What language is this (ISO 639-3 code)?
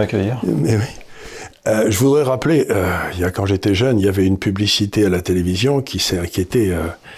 fra